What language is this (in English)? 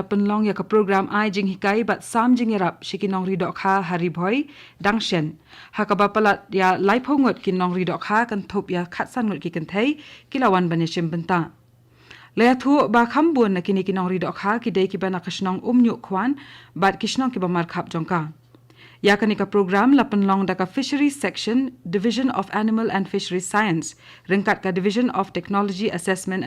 Khasi